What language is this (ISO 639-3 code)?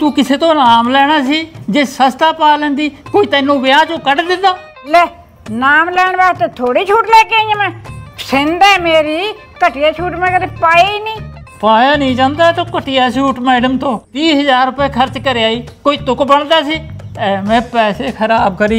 pan